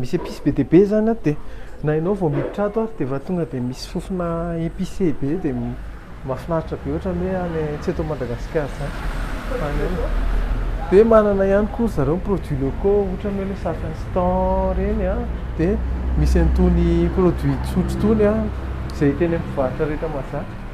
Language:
Malagasy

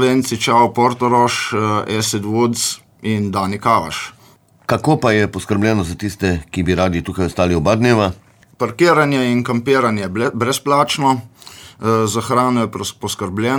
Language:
Slovenian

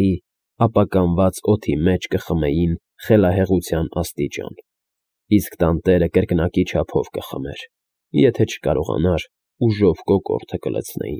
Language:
Armenian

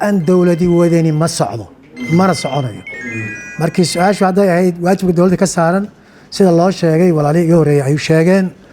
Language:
Somali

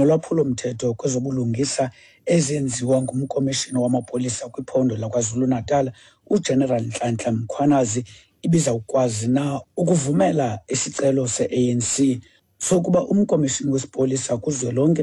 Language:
Xhosa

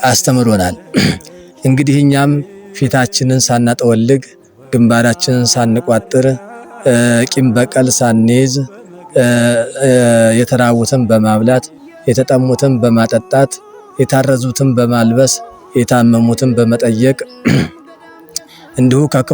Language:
Amharic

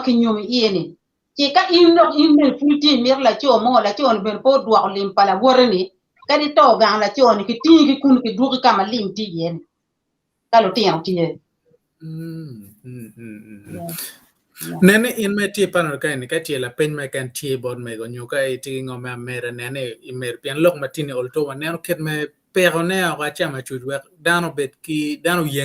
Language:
Acoli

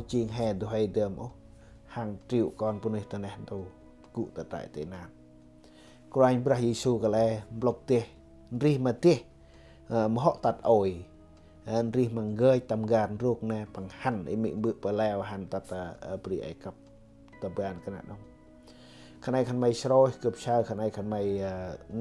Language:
Central Mnong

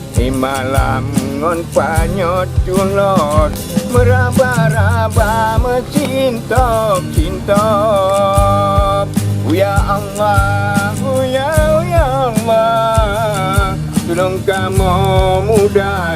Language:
Achinese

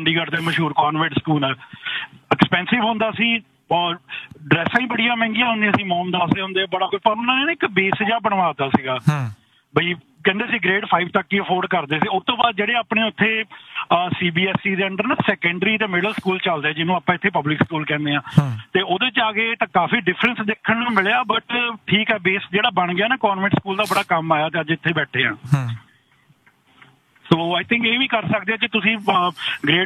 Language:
Punjabi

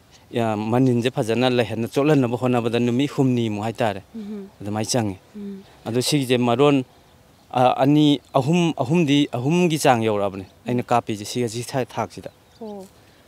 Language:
Manipuri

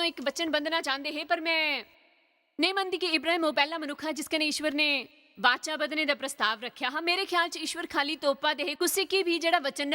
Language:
Dogri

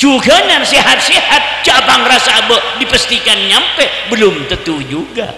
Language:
Madurese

